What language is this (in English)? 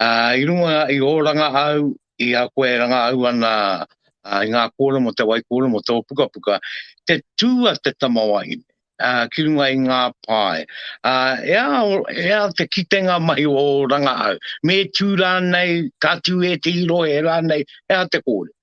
Māori